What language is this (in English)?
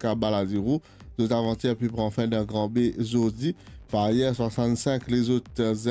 Morisyen